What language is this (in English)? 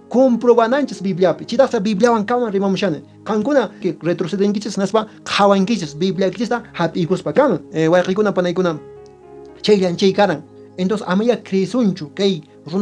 Quechua